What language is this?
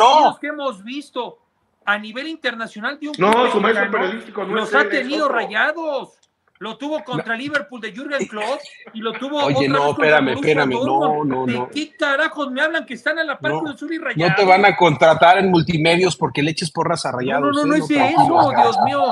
Spanish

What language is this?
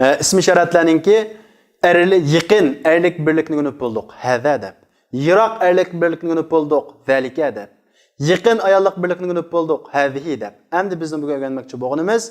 Uyghur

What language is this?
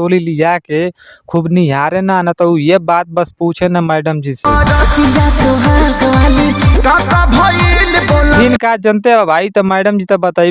Bhojpuri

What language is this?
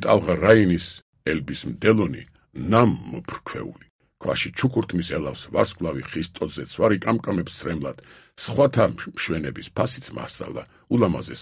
Georgian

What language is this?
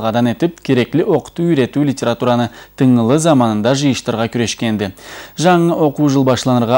Karachay-Balkar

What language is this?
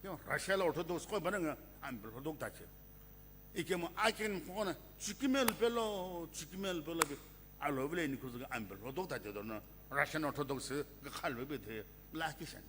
Sumi Naga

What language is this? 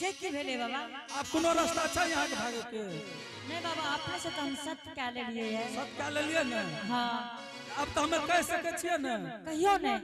Angika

